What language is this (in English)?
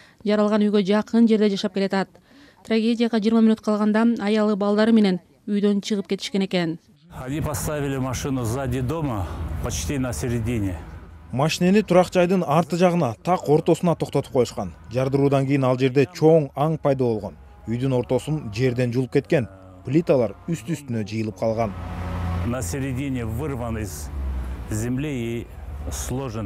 Kyrgyz